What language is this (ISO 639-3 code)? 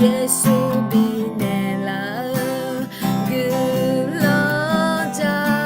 ahk